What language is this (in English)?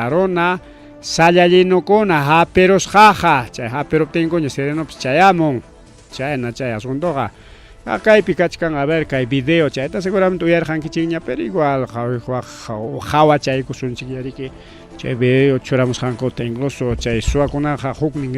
Ayacucho Quechua